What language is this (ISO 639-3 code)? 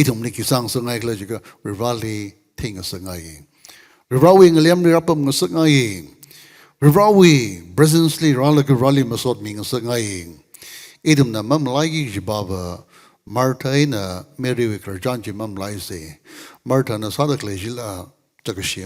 nmf